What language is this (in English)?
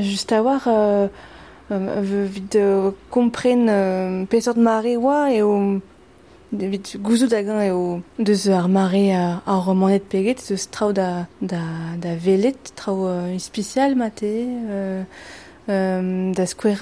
Breton